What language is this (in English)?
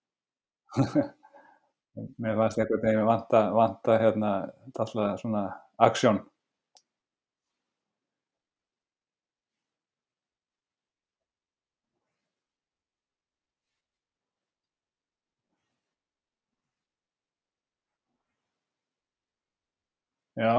Icelandic